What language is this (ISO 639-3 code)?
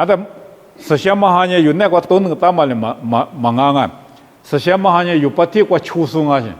lis